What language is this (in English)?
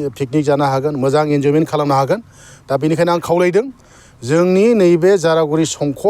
Bodo